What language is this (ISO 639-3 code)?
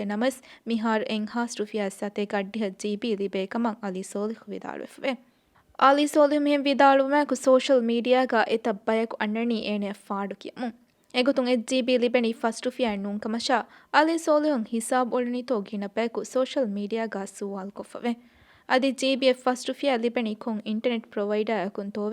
div